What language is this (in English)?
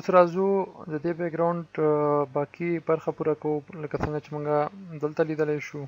Pashto